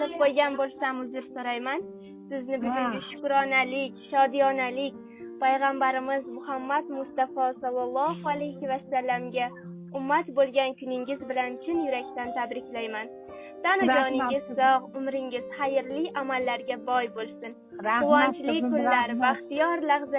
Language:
Uzbek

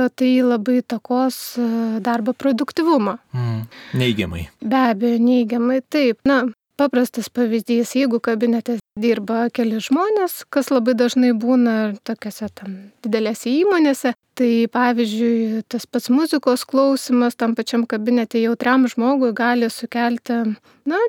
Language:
Lithuanian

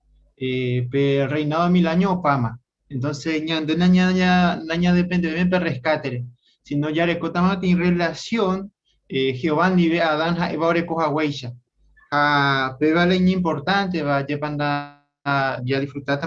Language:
Guarani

